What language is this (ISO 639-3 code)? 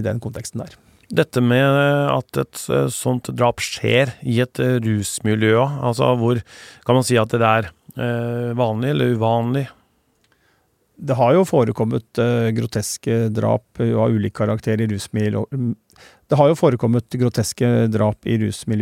nor